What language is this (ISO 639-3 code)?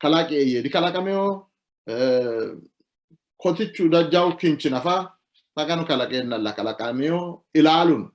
sid